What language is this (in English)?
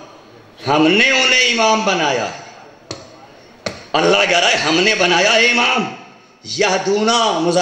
Urdu